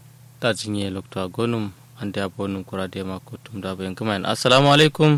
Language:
Kanuri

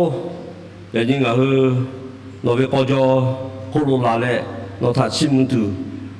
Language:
Lahu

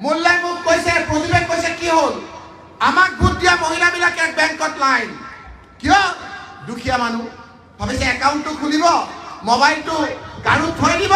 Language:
Assamese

